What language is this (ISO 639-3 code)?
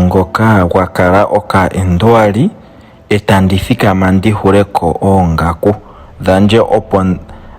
ndo